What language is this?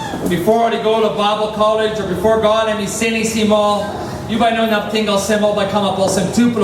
Tok Pisin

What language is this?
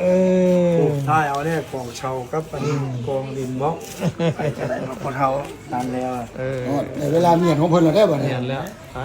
Northeastern Thai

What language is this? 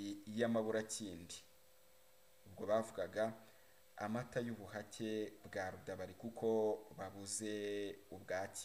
Kinyarwanda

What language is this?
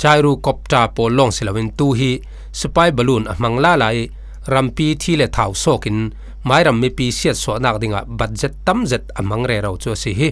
Falam Chin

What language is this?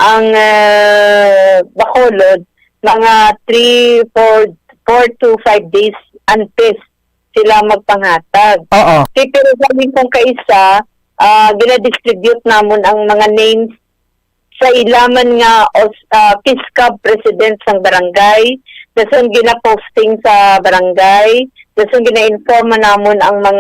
Hiligaynon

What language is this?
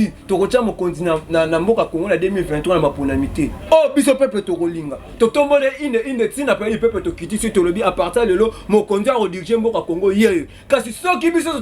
Lingala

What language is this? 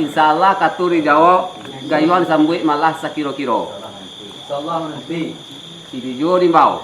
Minangkabau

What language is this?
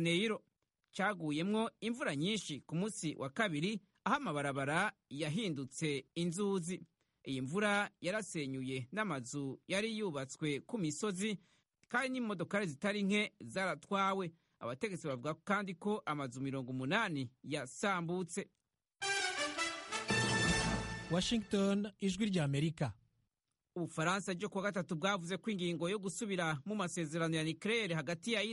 Kinyarwanda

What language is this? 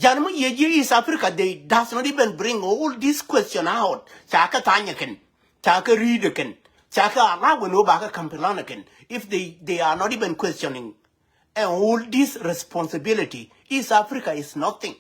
Nuer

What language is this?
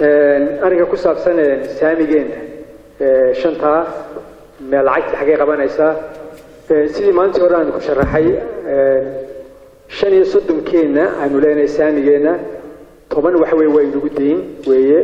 Somali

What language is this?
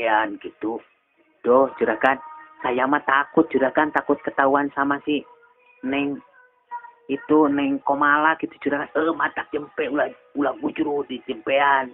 Sundanese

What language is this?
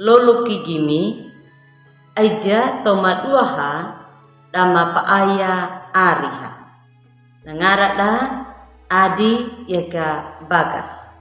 Anakalangu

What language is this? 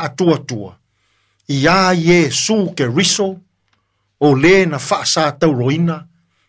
Samoan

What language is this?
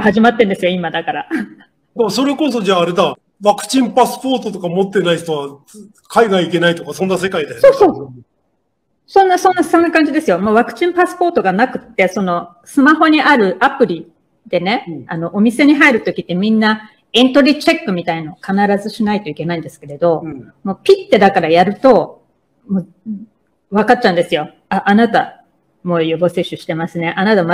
Japanese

